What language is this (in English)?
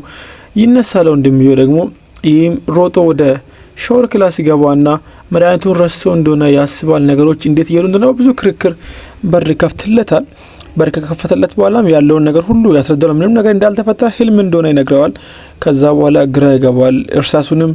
Amharic